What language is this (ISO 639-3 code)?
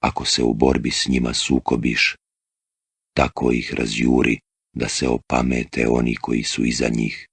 bos